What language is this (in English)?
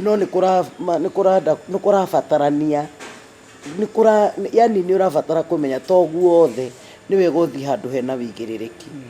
Kikuyu